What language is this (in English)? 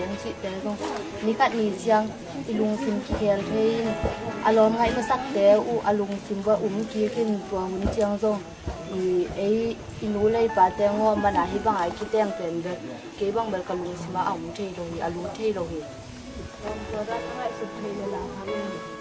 Tedim Chin